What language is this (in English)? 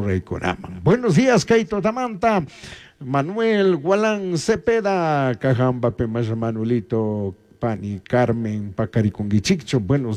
Chimborazo Highland Quichua